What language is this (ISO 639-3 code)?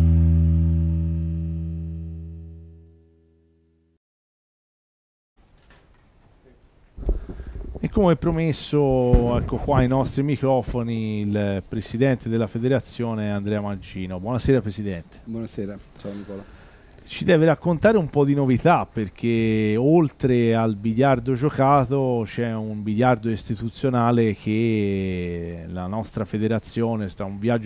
ita